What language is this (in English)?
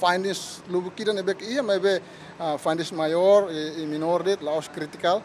Tetum